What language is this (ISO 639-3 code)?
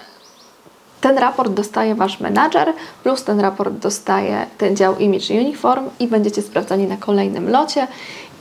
pol